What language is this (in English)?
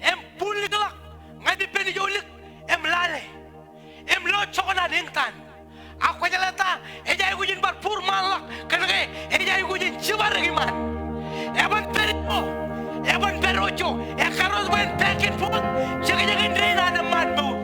Marshallese